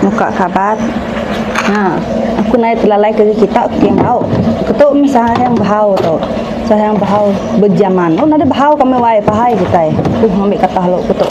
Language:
Iban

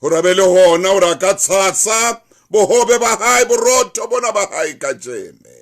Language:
Southern Sotho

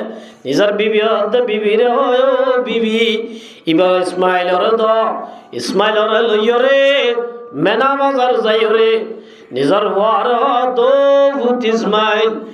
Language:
Rohingya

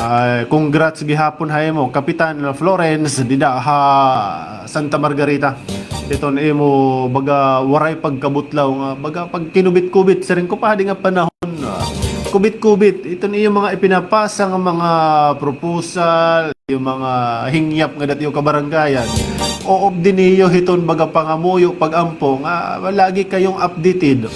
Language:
Waray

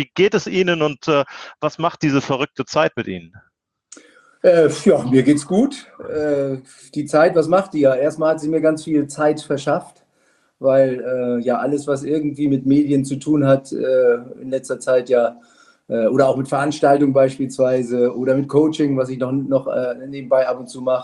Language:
German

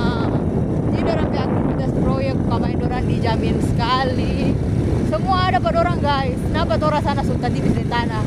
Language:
Manado Malay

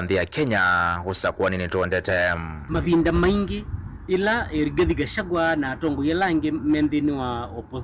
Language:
Kamba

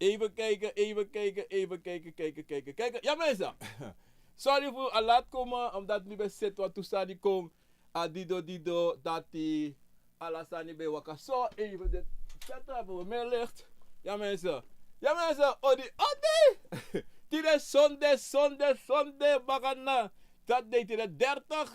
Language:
Sranan Tongo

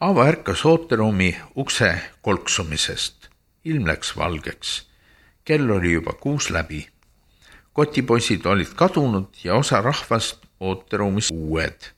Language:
Estonian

